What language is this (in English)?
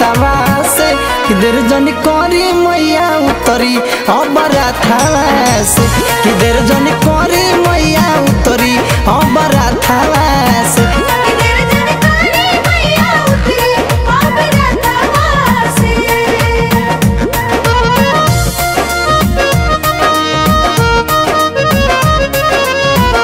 Bhojpuri